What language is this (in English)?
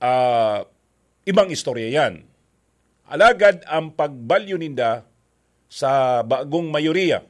Bikol